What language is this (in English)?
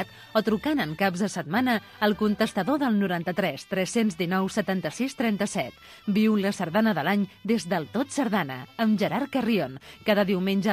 Catalan